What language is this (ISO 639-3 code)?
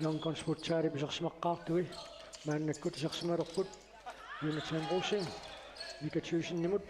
kal